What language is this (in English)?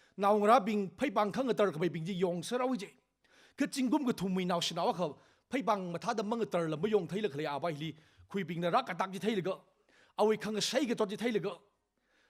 Tangkhul Naga (India)